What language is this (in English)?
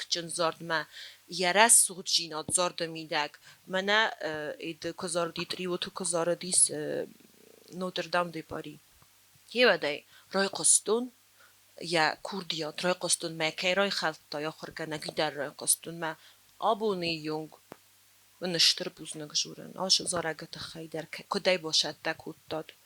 Ossetic